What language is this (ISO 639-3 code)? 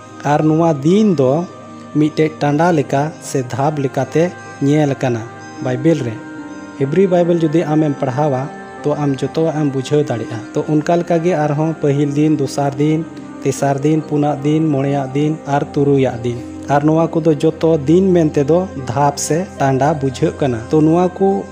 sat